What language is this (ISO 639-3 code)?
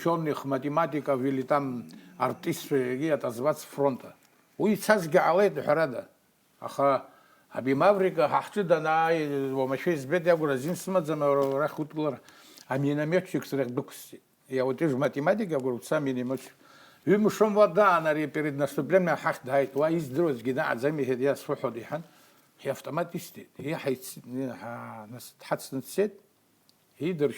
abk